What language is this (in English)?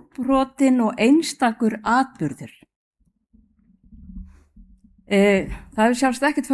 Icelandic